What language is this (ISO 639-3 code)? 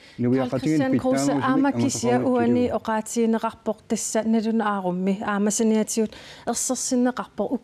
kal